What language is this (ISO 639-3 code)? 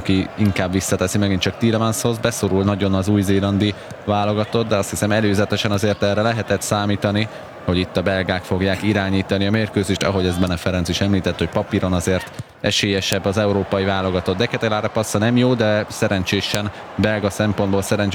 hun